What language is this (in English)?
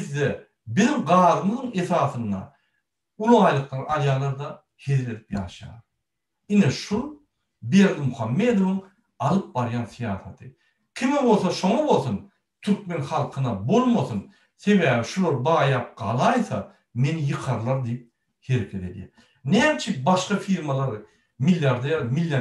Turkmen